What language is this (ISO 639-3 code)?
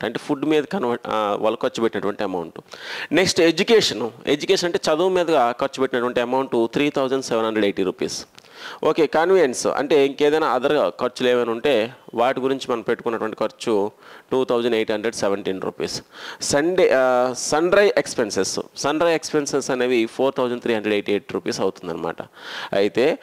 tel